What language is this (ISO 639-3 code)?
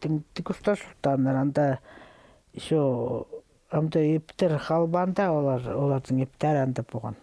kjh